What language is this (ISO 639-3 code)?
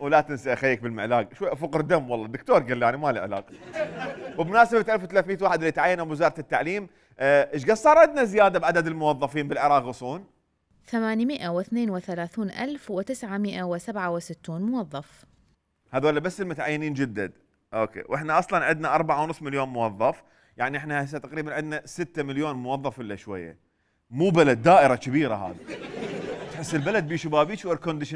acm